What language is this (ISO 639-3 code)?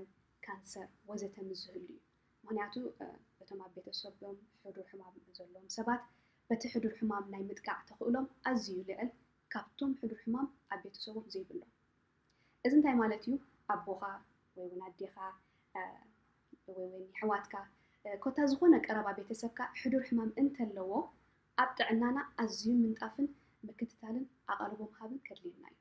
tir